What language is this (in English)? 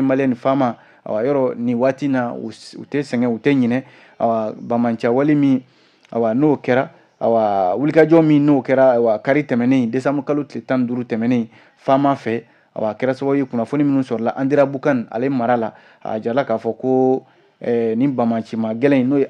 Bambara